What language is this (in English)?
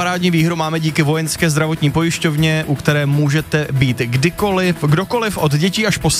Czech